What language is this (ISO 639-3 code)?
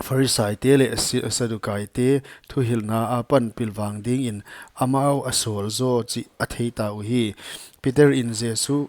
pck